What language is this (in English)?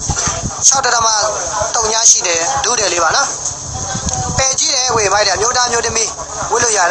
Burmese